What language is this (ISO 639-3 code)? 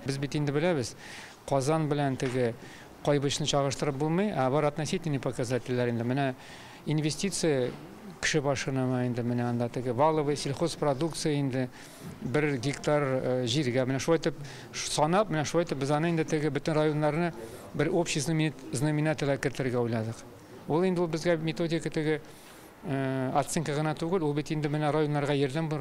tat